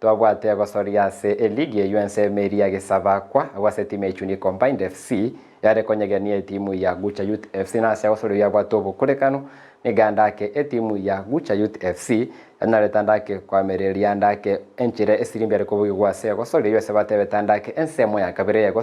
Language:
Gusii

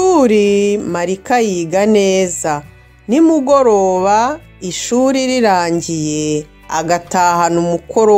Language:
Kinyarwanda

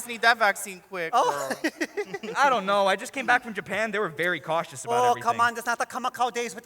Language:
Hawaiian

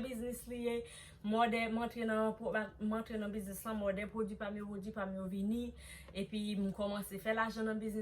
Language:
Haitian Creole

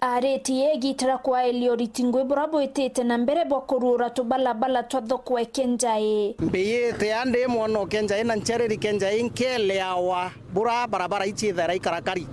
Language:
Meru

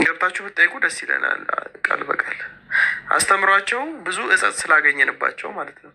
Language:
Amharic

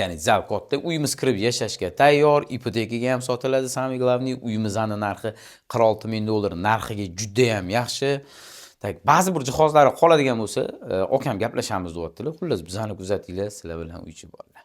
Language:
Uzbek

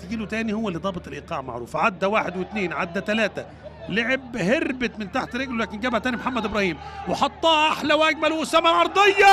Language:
Egyptian Arabic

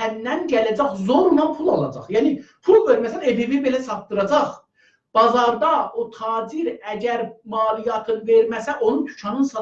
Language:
South Azerbaijani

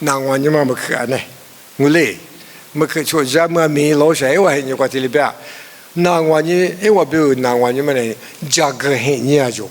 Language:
Lisu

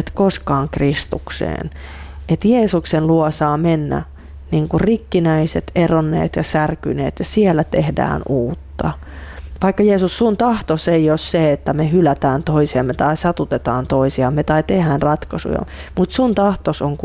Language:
Finnish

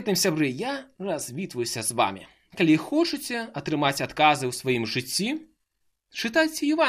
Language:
Belarusian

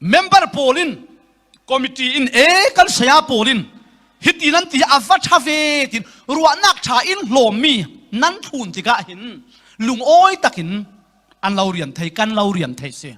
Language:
Falam Chin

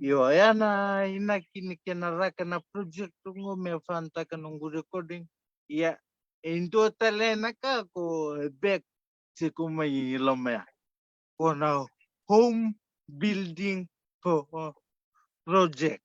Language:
Fijian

